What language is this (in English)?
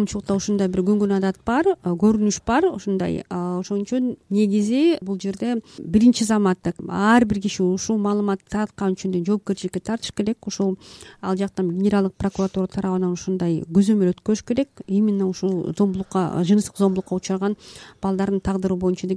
Kyrgyz